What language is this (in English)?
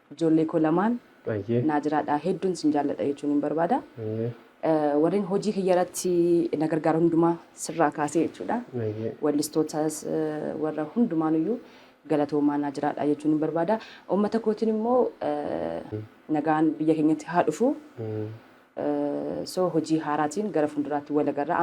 Oromo